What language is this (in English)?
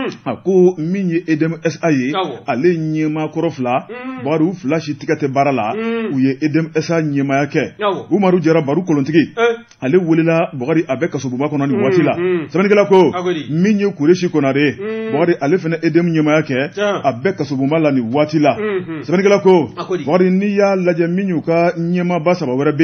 Bambara